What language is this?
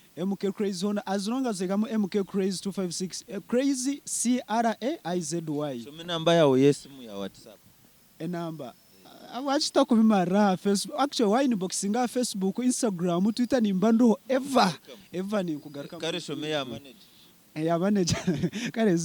Nyankole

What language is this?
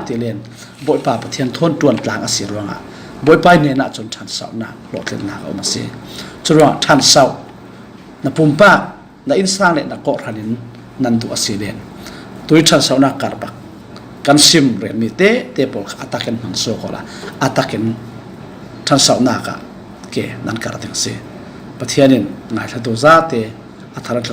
Falam Chin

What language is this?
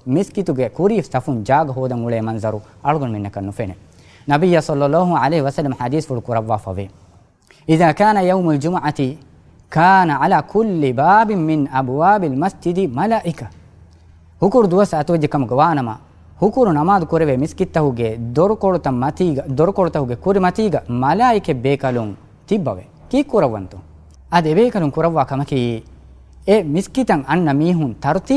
Divehi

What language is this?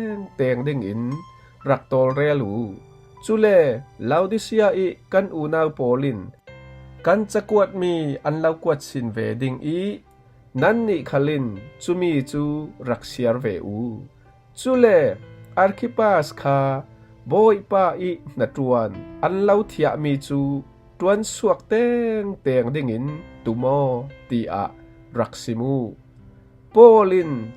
Falam Chin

